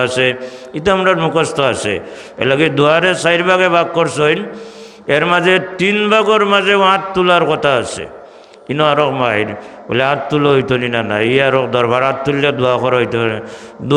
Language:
Sylheti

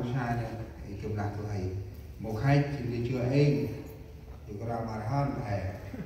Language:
Central Mnong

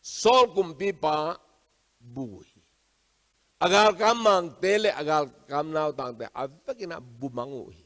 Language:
Tedim Chin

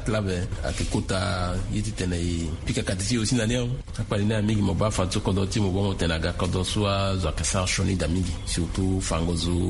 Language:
Sango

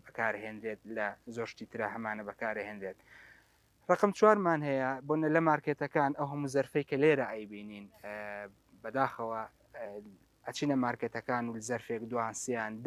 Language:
Central Kurdish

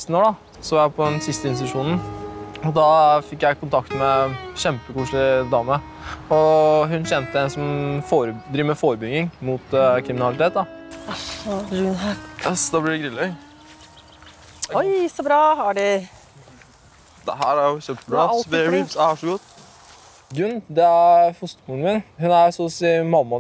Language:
Norwegian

